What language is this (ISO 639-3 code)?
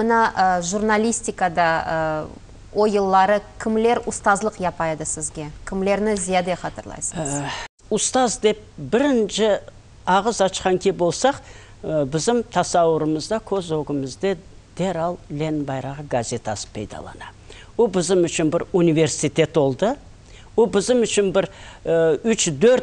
crh